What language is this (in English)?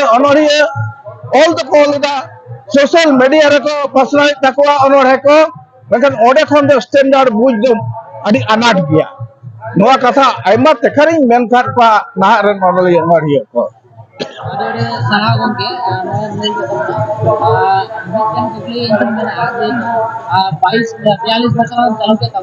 Santali